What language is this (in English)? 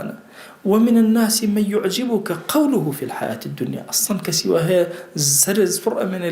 Central Kurdish